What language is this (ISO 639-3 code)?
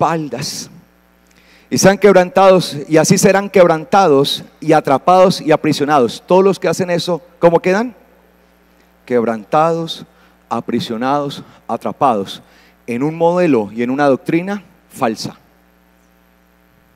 spa